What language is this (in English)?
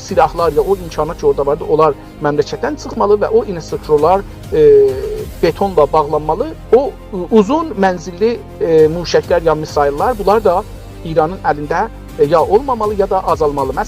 South Azerbaijani